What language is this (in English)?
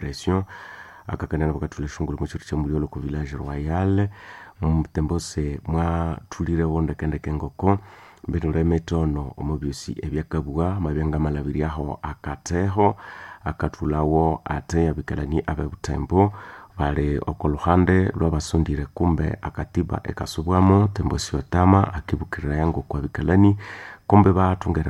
Nande